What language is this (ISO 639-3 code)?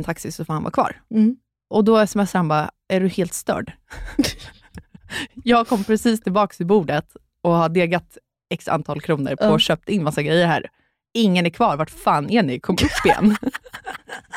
swe